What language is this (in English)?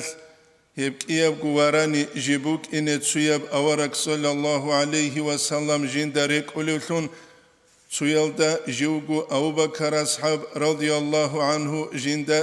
Avaric